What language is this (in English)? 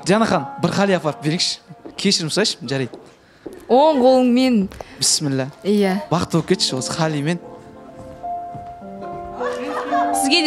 Kazakh